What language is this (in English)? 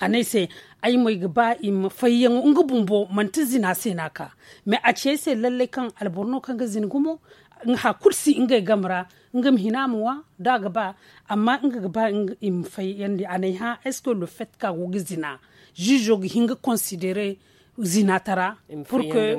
Zarma